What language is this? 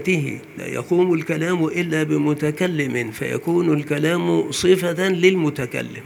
Arabic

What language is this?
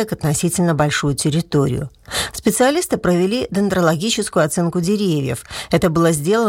Russian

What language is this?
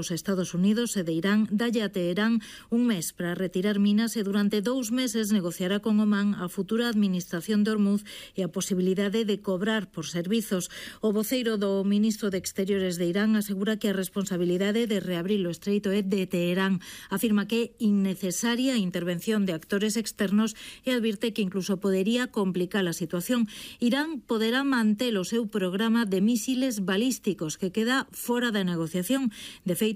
Galician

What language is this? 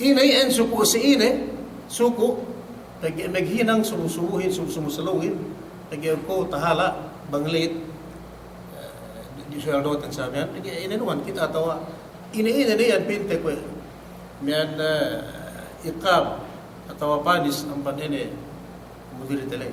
Yakan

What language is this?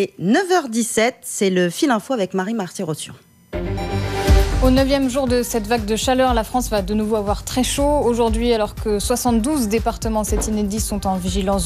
French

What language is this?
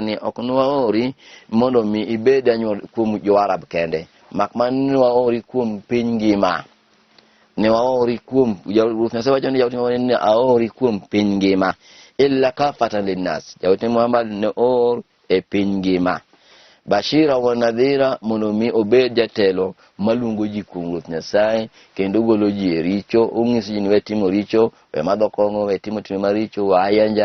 Luo (Kenya and Tanzania)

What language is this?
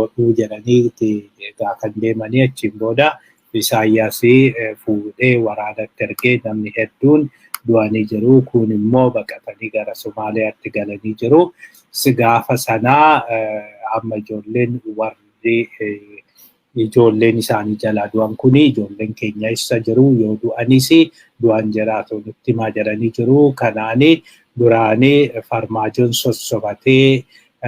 Oromo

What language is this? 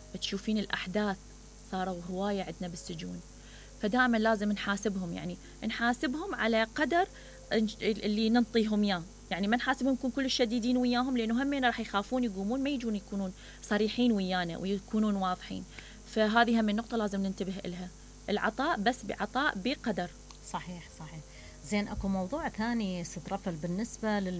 Mesopotamian Arabic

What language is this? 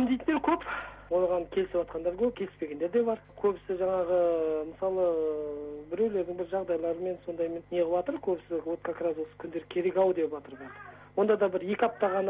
Kazakh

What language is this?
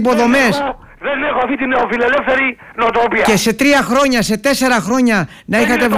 Greek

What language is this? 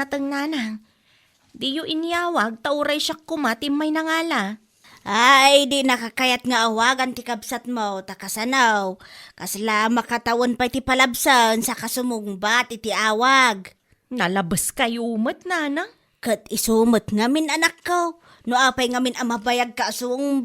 Iloko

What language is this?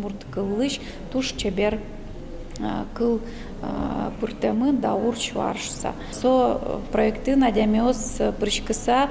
Udmurt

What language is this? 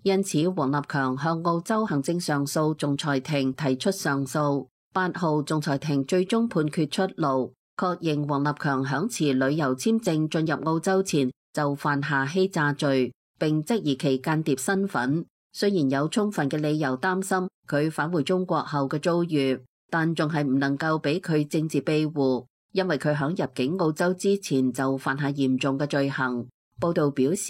Cantonese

